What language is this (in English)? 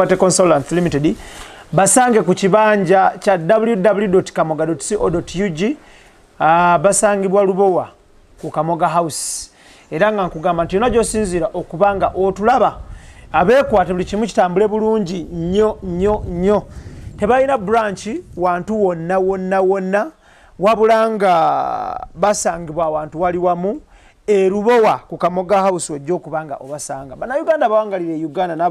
Ganda